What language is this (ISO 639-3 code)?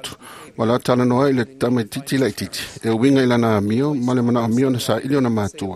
smo